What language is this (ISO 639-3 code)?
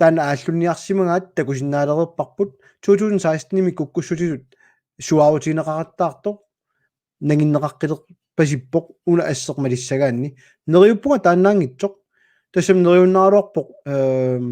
kal